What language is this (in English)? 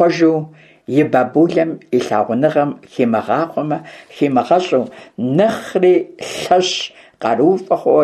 Kabardian